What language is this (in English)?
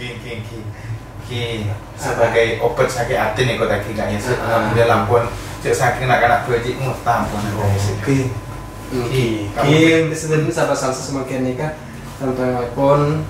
Madurese